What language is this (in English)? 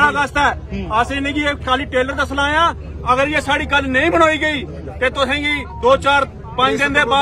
Dogri